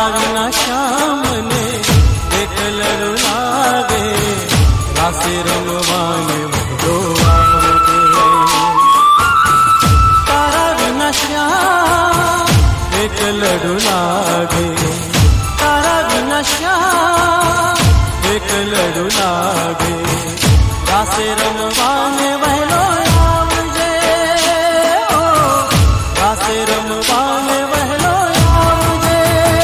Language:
Gujarati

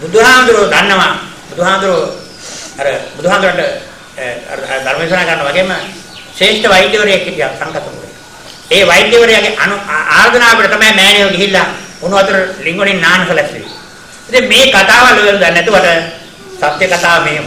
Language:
Sinhala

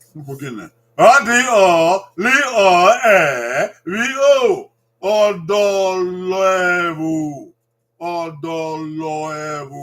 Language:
Bini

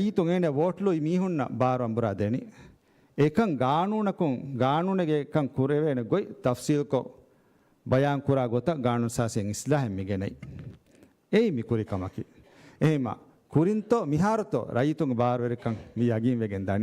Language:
Divehi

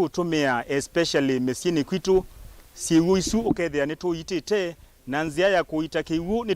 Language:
Kamba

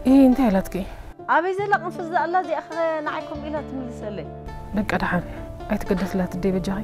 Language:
Tigrinya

